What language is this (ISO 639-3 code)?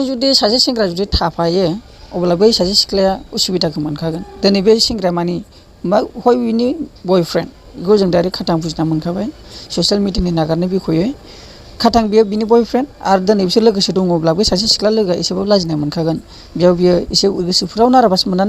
brx